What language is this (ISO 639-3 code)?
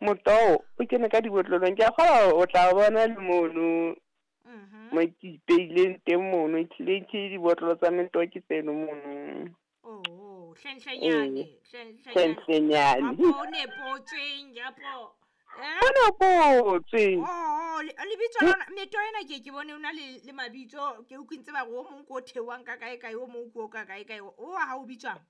sot